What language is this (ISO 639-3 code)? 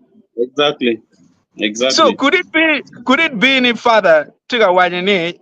ach